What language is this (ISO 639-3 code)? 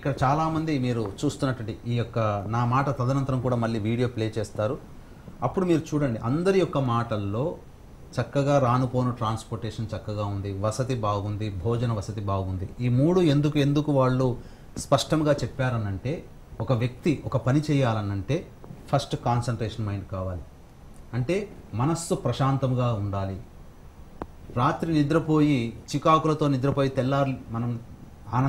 tel